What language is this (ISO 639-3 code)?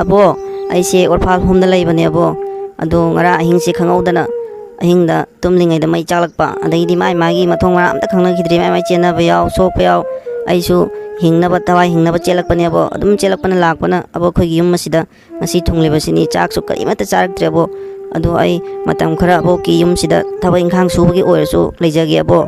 mni